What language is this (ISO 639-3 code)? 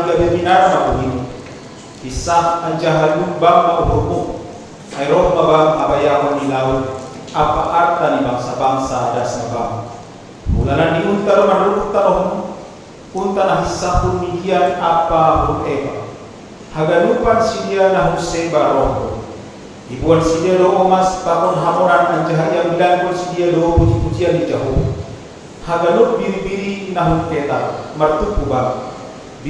bts